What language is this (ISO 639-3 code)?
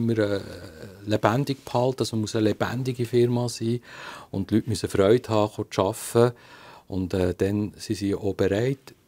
deu